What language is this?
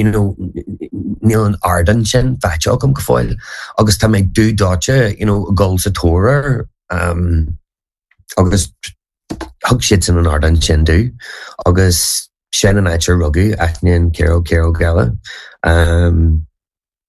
Irish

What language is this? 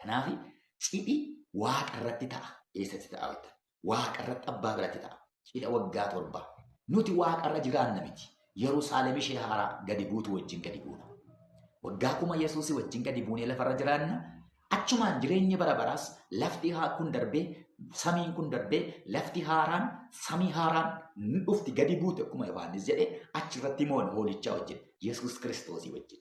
Oromo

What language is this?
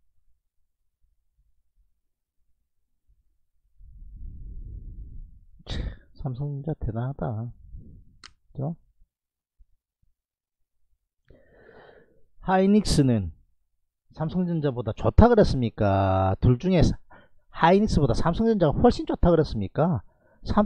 Korean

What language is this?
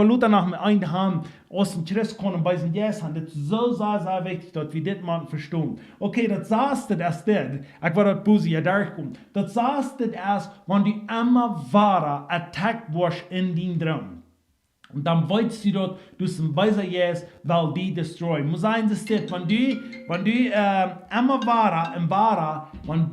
Plautdietsch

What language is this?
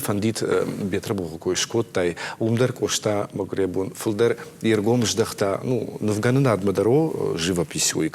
Ossetic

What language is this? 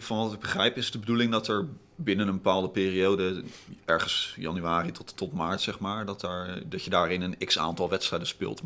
Dutch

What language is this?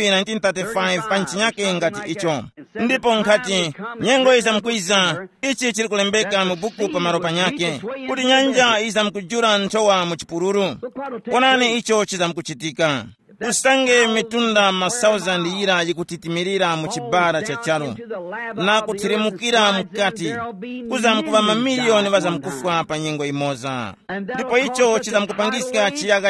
Tumbuka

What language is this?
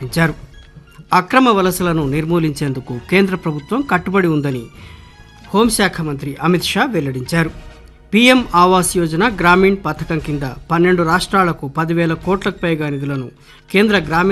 Telugu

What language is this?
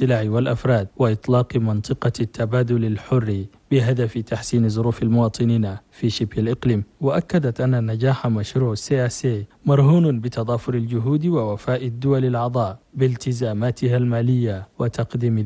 Arabic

